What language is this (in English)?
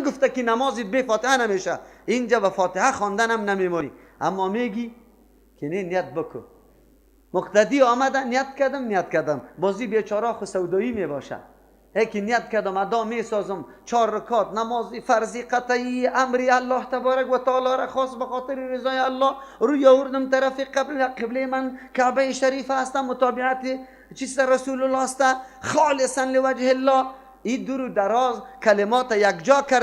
Persian